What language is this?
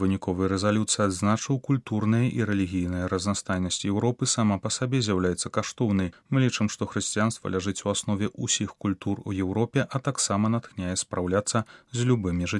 Belarusian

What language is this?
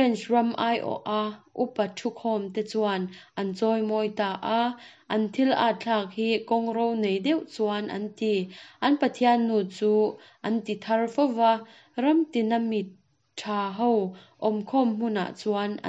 Mizo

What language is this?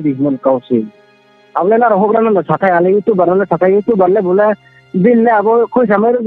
Riang (India)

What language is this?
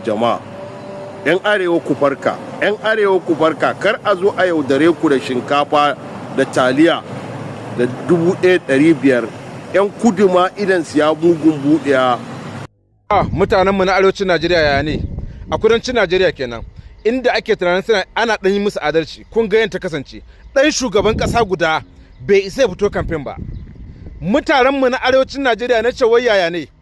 Hausa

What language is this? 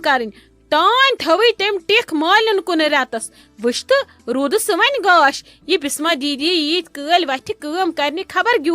Kashmiri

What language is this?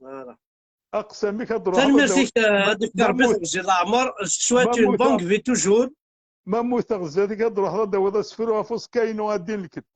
Kabyle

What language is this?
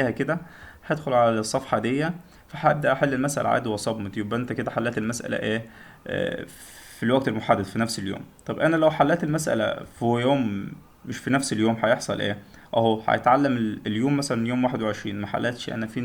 Egyptian Arabic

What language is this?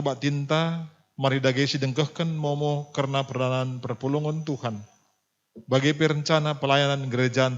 Batak Karo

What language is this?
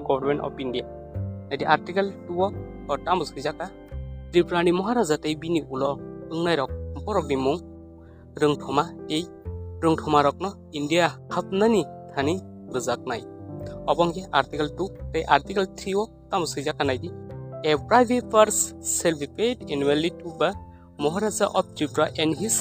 Kok Borok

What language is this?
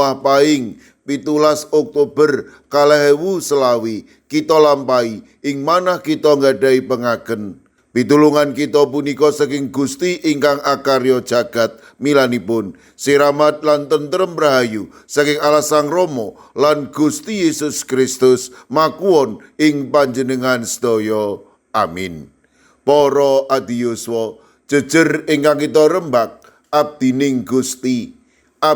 Javanese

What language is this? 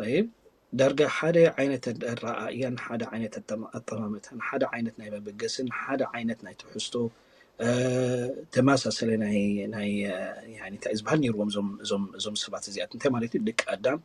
Tigrinya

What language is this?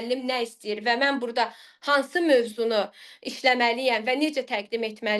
Azerbaijani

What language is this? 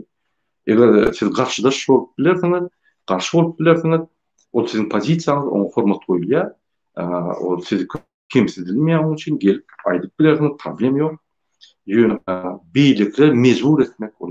Turkmen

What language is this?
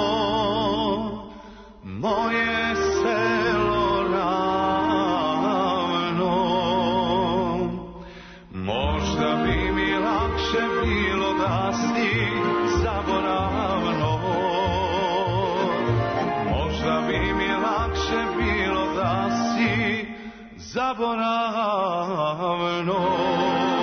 Serbian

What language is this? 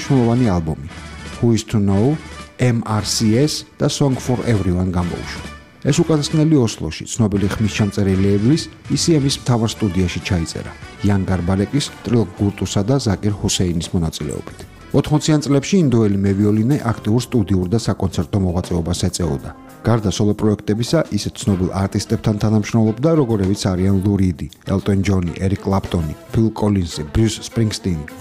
Georgian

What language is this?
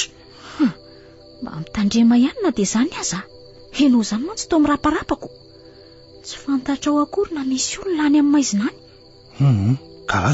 Malagasy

